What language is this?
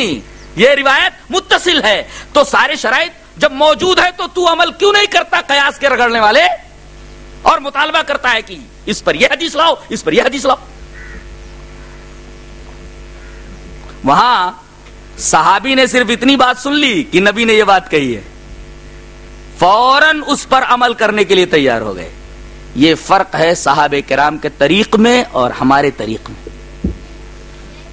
Urdu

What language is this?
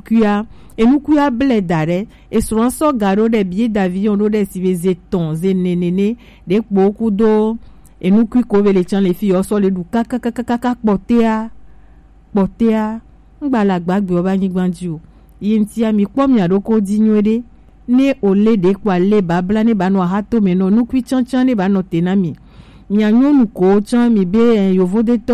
Gen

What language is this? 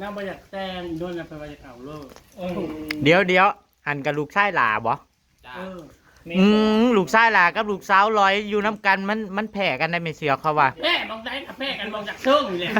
Northeastern Thai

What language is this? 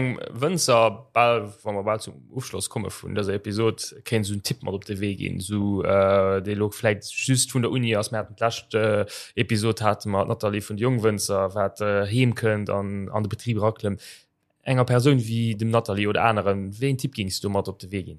Luxembourgish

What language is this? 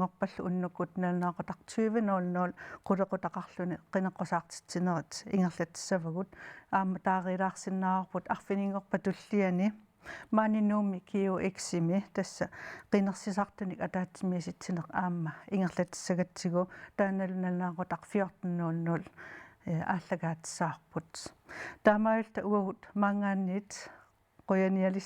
Kalaallisut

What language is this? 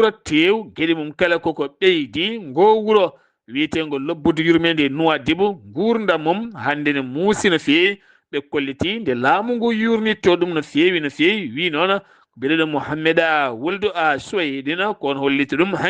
Fula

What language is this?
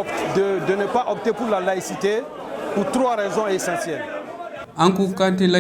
Bambara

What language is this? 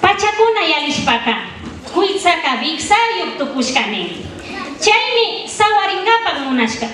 Imbabura Highland Quichua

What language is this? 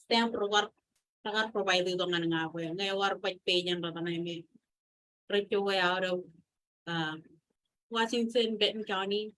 Marshallese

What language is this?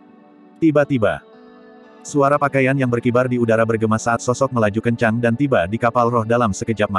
Indonesian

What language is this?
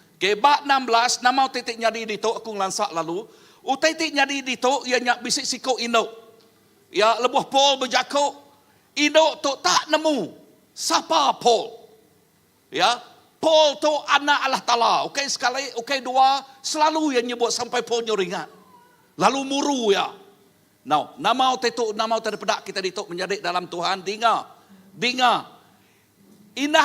Iban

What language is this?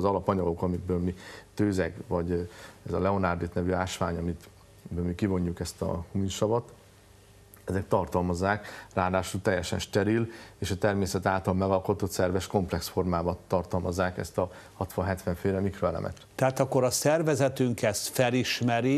Hungarian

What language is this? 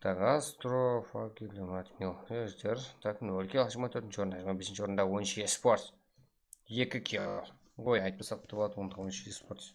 Kara-Kalpak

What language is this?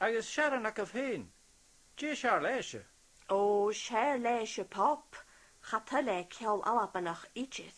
Scottish Gaelic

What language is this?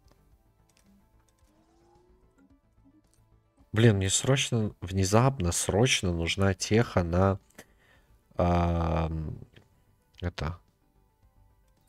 Russian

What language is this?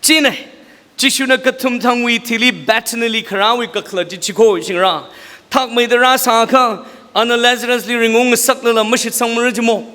Tangkhul Naga (India)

